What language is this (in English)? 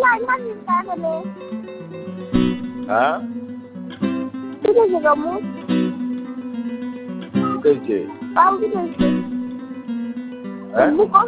Bangla